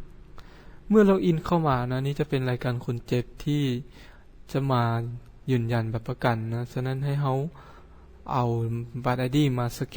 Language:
Lao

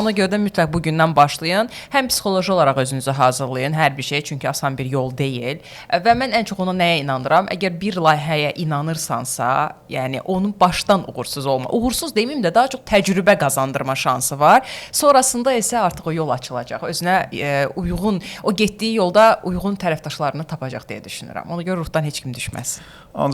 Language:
Azerbaijani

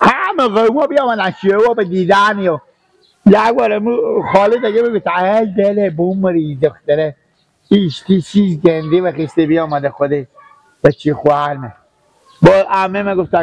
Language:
Persian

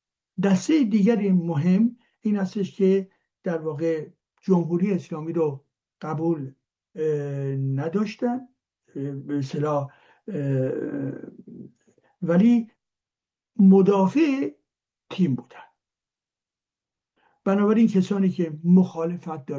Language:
Persian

